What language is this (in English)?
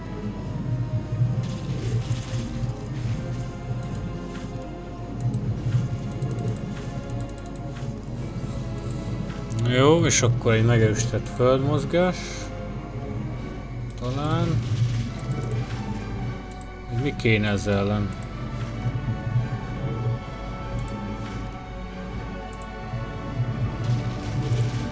Hungarian